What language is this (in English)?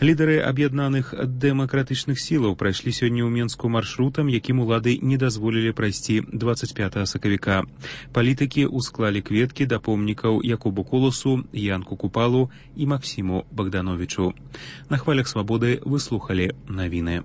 Belarusian